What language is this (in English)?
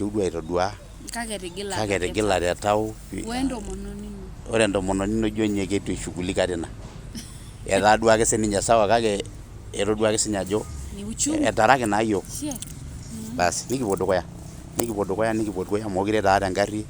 Masai